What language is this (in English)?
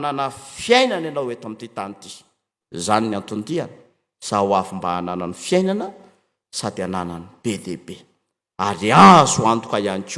Malagasy